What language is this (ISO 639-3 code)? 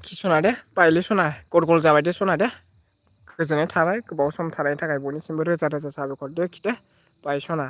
brx